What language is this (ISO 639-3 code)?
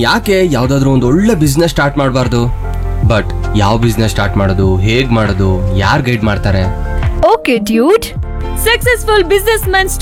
kan